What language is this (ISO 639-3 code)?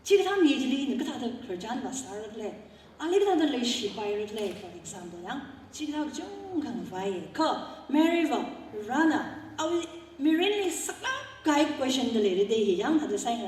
nmf